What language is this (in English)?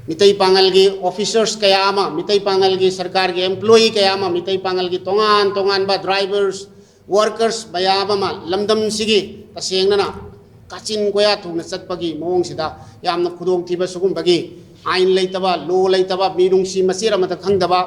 Manipuri